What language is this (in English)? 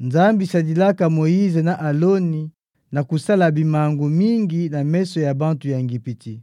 Kituba (Democratic Republic of Congo)